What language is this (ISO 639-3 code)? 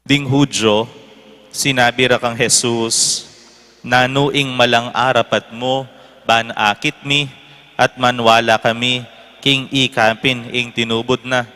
pam